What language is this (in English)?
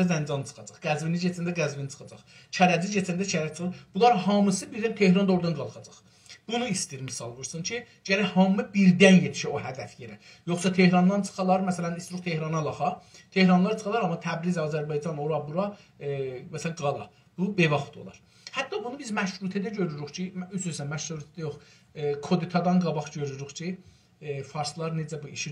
South Azerbaijani